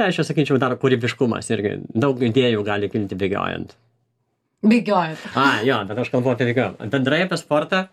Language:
Lithuanian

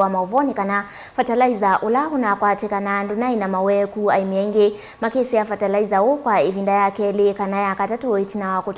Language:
Kamba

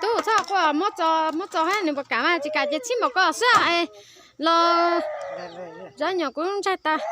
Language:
Hmong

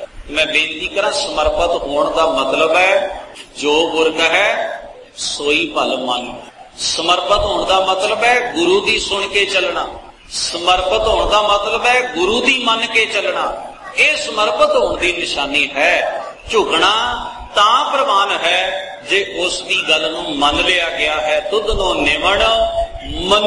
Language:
Punjabi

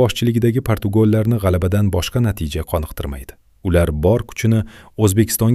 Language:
Uzbek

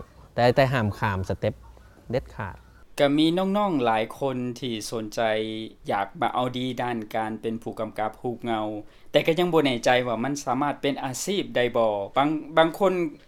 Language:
Lao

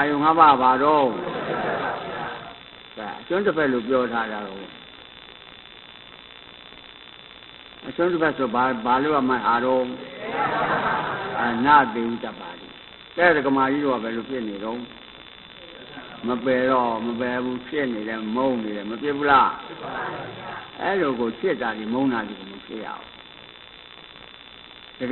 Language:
Burmese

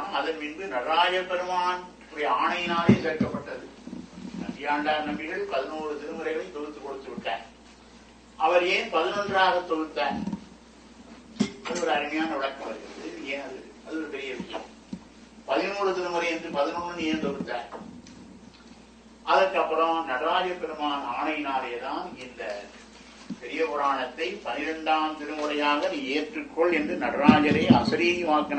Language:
Tamil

